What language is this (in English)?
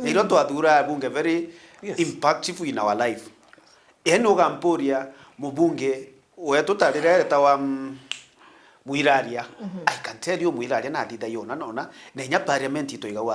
Meru